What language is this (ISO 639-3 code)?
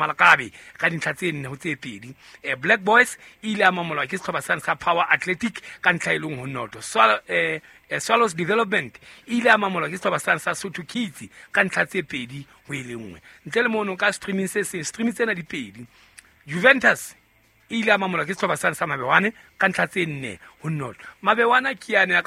sot